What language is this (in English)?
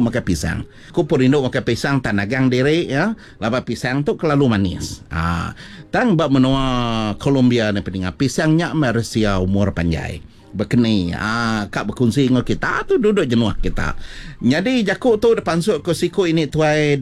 Iban